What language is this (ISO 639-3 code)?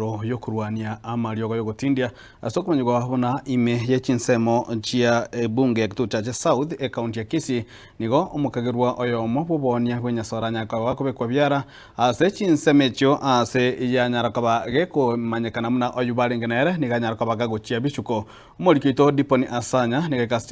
guz